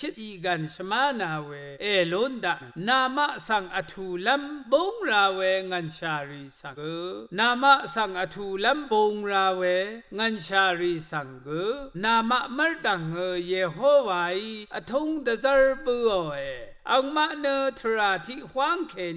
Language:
Rawang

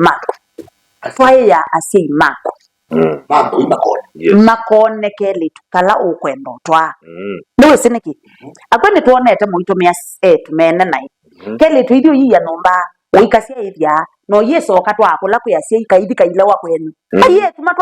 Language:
Kamba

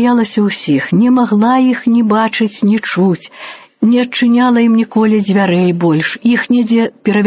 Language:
Belarusian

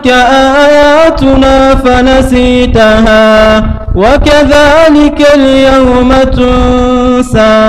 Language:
Dagbani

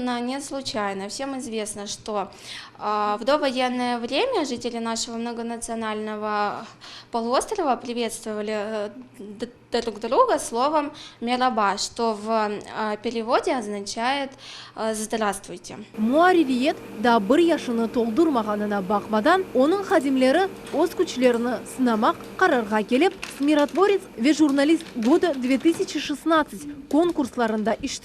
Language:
Crimean Tatar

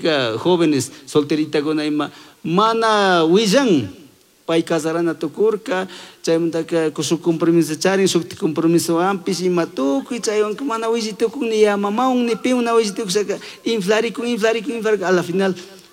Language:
Chimborazo Highland Quichua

